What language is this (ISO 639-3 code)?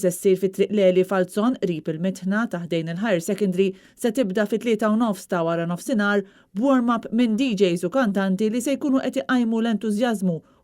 mlt